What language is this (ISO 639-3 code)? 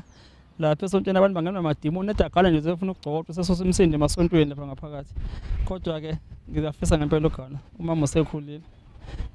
zul